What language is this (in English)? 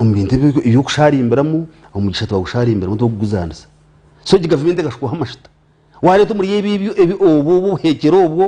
Nyankole